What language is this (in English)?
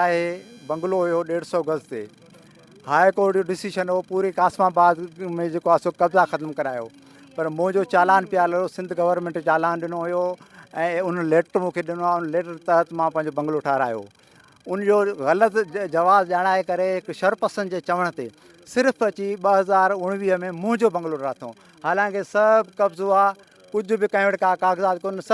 Sindhi